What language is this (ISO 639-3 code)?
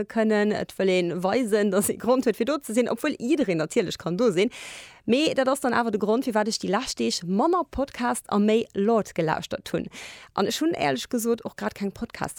ltz